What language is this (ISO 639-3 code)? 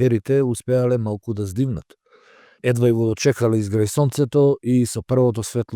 mkd